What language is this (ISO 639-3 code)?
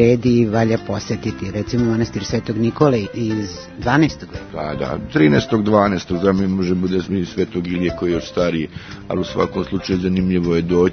srp